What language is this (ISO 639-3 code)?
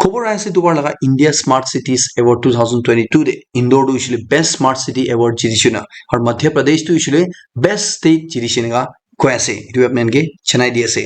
nag